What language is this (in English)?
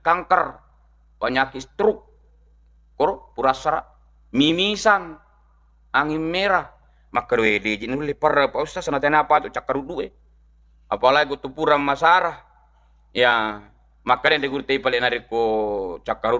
Buginese